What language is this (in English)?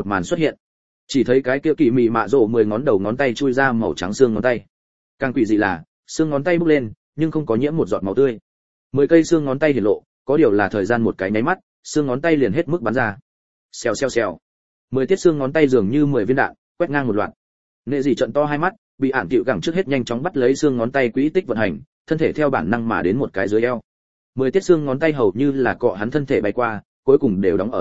Vietnamese